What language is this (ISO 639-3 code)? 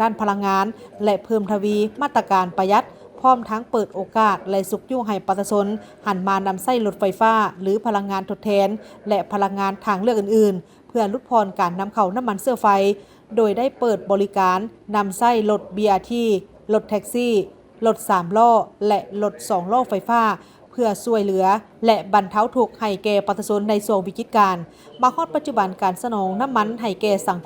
lao